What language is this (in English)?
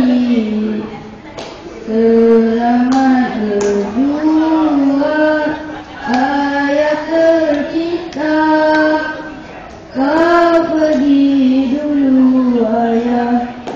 Malay